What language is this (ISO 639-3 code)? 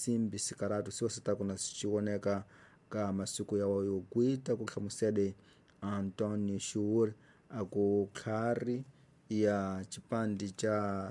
tso